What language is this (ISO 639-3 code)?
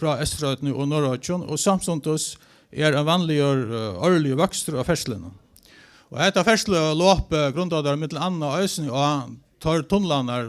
fao